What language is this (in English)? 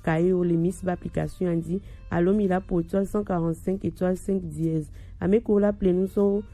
Gen